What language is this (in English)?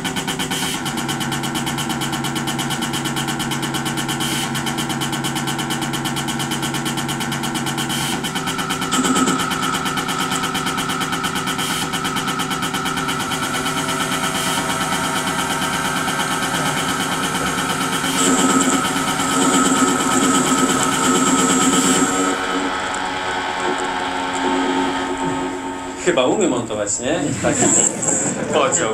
Polish